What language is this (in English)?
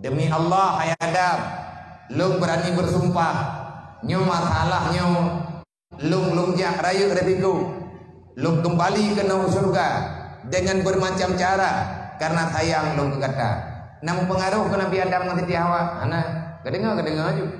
Achinese